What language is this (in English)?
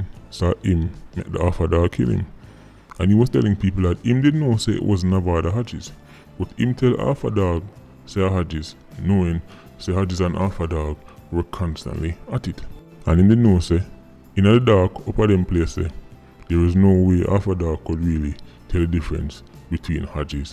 Jamaican Creole English